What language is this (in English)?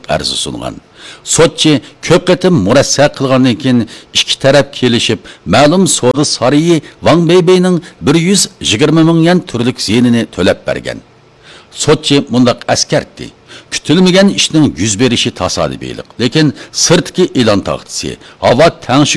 Uyghur